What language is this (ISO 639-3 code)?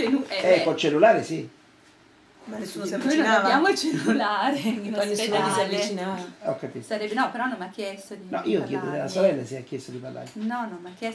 ita